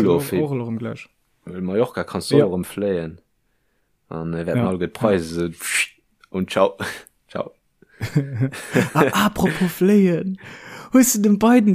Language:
Luxembourgish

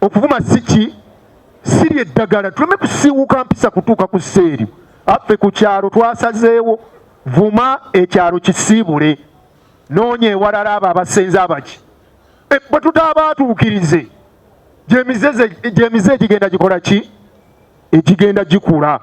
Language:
Ganda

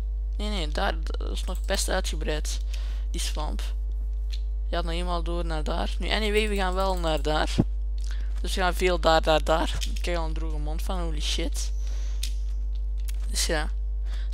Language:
Dutch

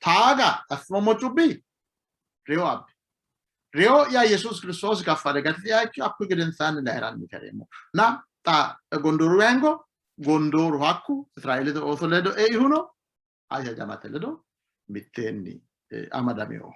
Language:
Sidamo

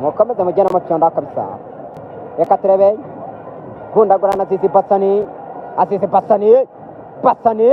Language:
Kinyarwanda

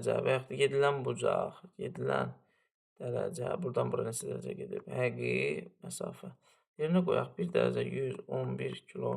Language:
Azerbaijani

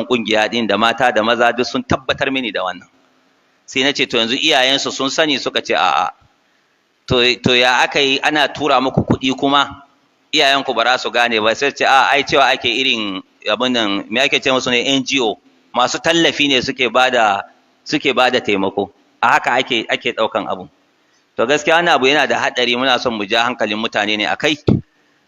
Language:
Hausa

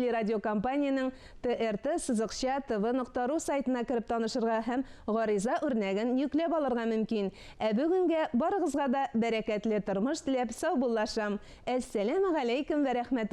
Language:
Tatar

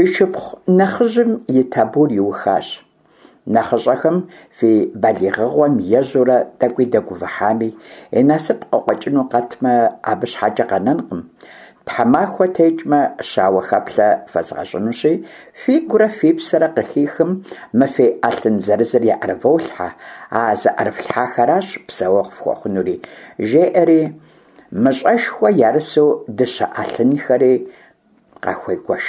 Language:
Kabardian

